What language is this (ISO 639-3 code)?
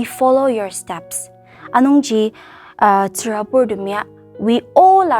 njo